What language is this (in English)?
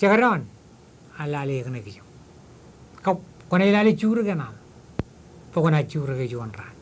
Marshallese